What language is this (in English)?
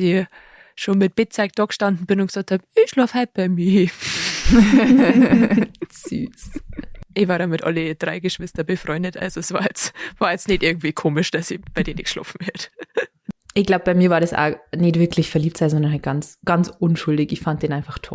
Bavarian